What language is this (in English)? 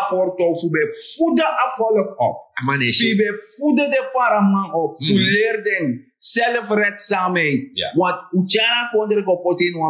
Sranan Tongo